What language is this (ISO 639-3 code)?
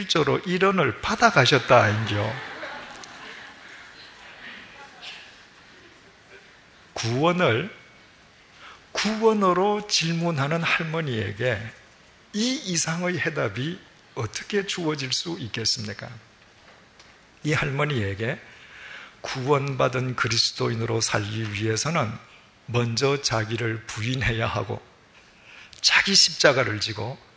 kor